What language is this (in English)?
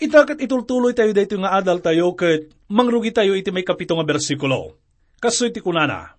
Iloko